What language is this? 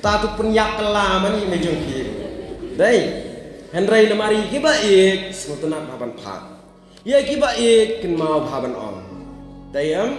Khasi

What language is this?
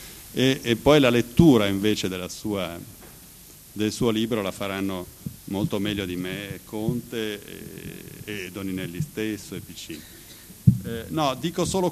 Italian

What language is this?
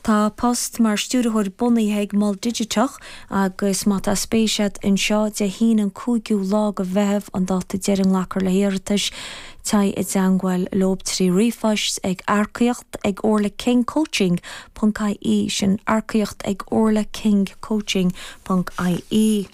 Irish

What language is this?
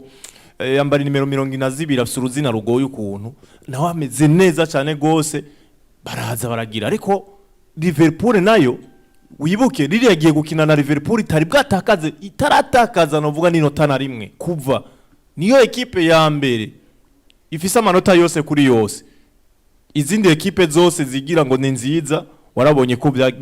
Rundi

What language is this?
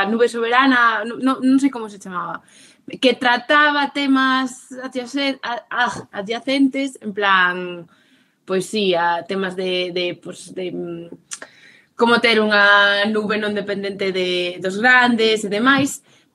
Galician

